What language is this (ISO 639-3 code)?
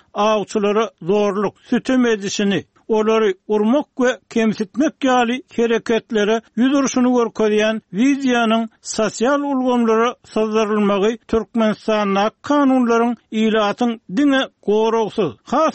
tuk